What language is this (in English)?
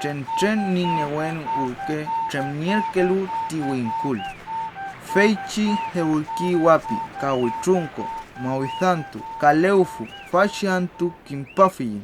Mapuche